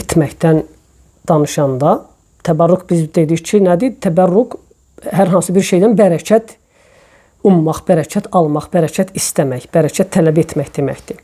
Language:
Azerbaijani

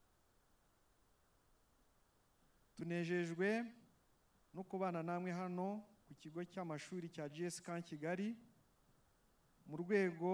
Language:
Kinyarwanda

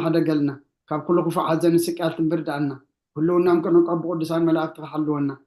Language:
Tigrinya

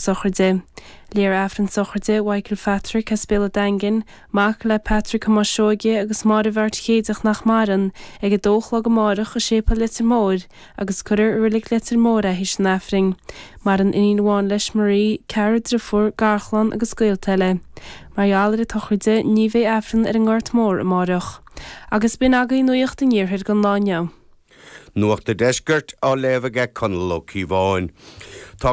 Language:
Irish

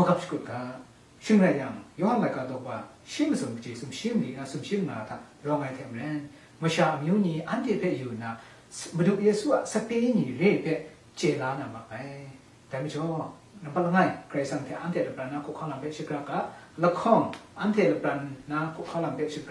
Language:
Kachin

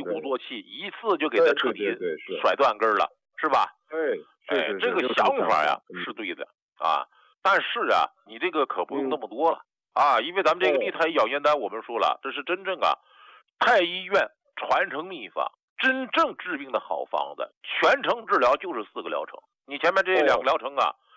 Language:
Chinese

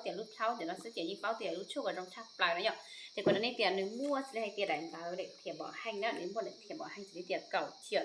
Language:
Hmong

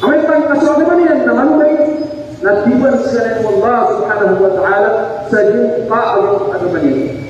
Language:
Maranao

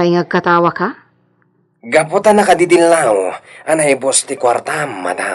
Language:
Iloko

